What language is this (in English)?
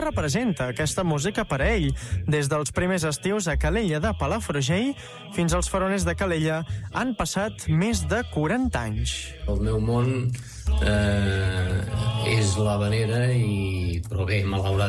Catalan